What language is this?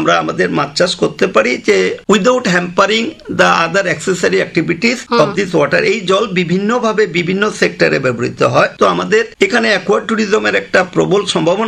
Bangla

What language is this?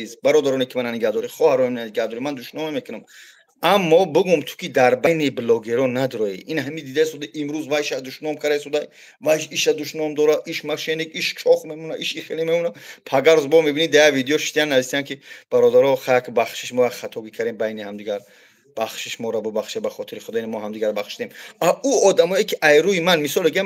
Tajik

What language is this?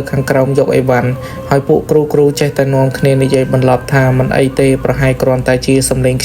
Khmer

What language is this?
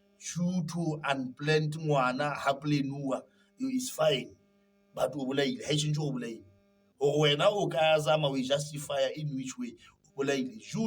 Southern Sotho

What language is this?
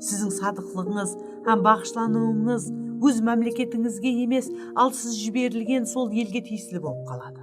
Kara-Kalpak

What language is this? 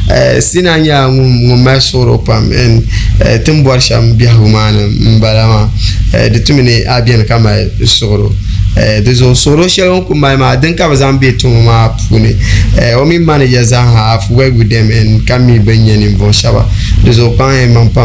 Dagbani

